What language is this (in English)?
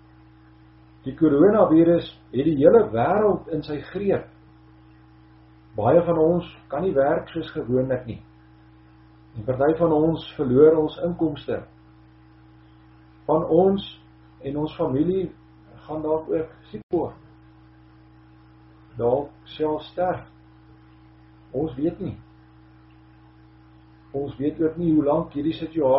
Afrikaans